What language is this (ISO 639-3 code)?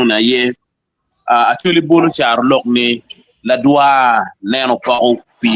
ach